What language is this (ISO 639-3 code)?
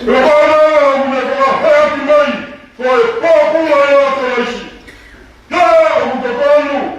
ton